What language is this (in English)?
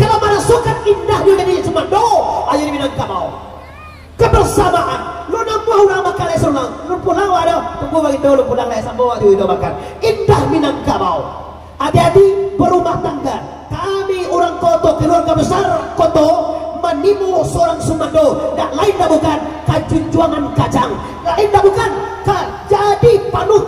Minangkabau